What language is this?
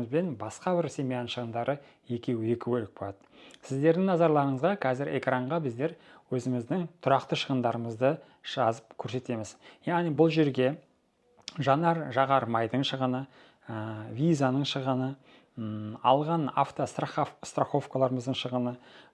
Kazakh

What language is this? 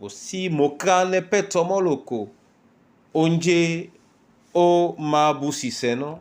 Duala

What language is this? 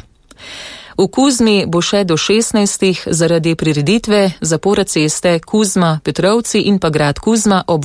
Slovenian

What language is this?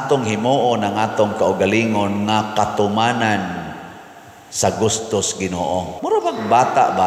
Cebuano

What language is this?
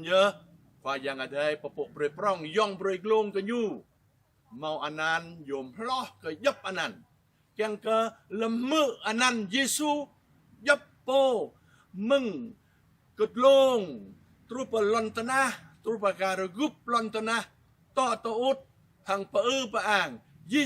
Jarai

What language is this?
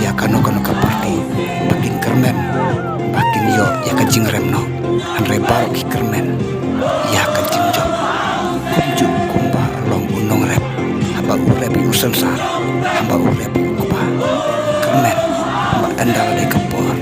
Khasi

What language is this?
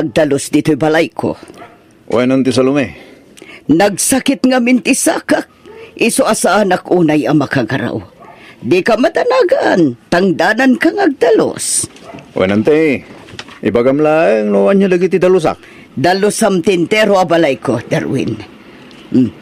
Iloko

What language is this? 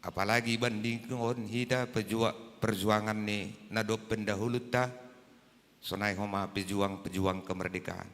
Batak Simalungun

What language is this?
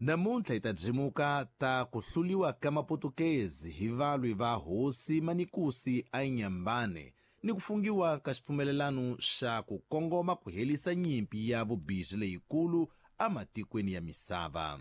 Tsonga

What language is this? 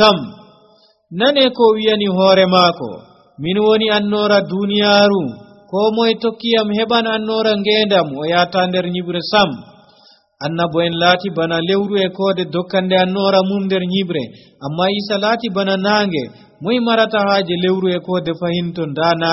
Nigerian Fulfulde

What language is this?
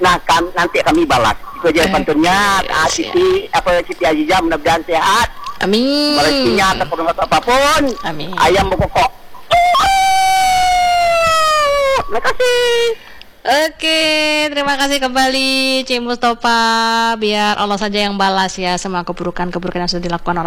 Indonesian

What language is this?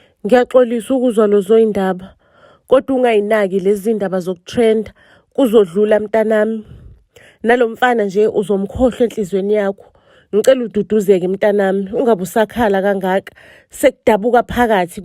Zulu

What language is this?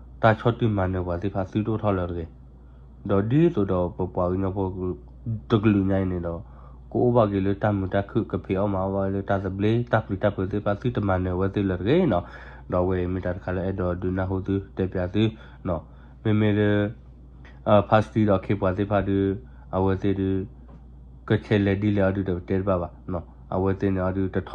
S'gaw Karen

